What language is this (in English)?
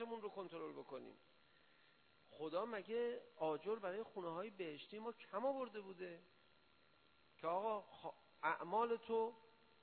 Persian